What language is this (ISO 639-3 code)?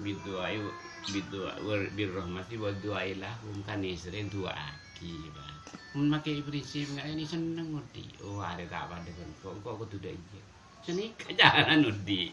mad